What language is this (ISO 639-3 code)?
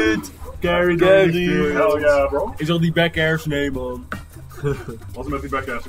nld